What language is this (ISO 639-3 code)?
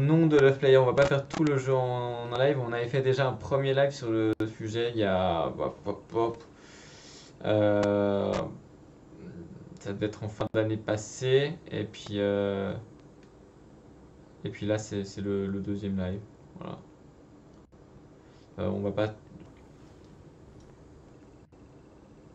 fra